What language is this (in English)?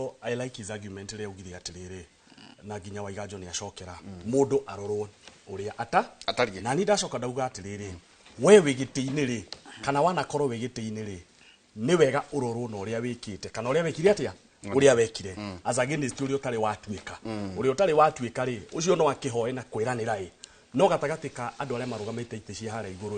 Kikuyu